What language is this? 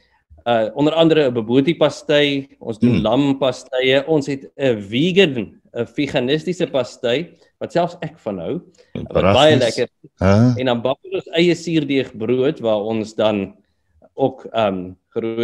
Afrikaans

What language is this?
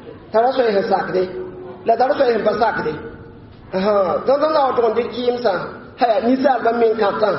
Mossi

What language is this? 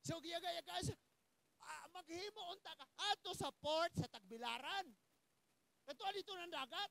Cebuano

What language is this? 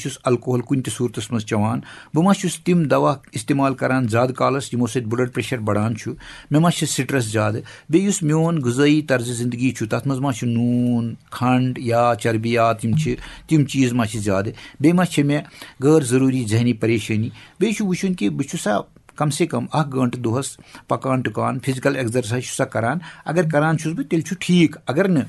Kashmiri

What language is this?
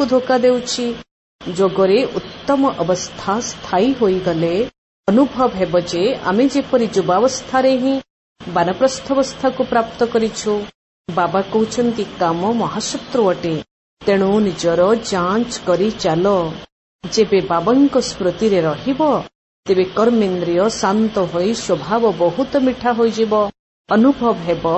Odia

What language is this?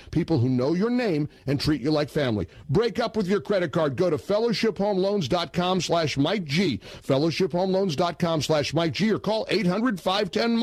English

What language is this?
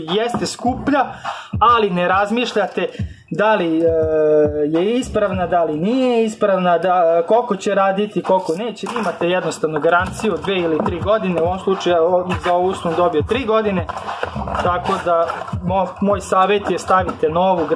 Serbian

